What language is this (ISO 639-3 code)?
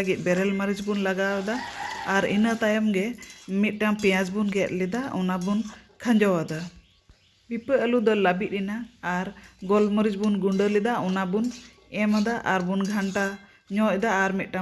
sat